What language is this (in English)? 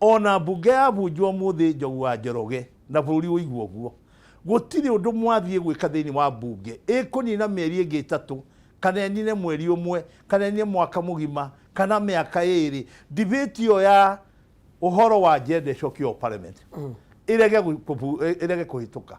Kikuyu